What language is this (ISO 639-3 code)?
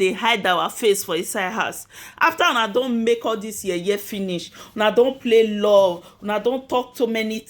pcm